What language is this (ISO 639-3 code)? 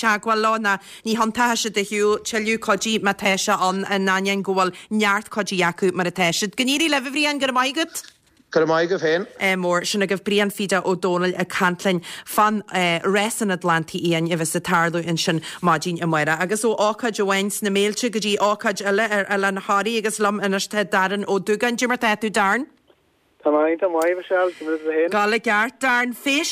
gle